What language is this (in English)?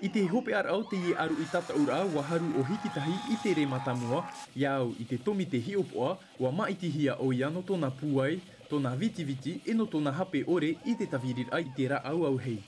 Tahitian